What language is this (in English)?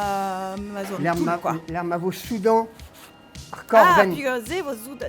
Breton